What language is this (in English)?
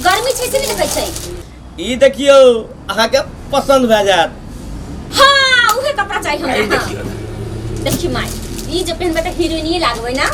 Maithili